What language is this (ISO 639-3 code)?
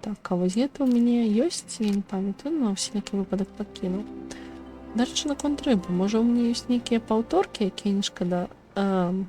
bel